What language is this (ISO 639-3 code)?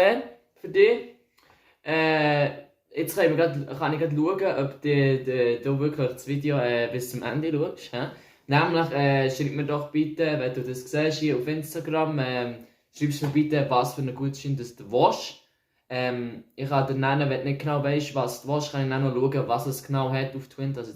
gsw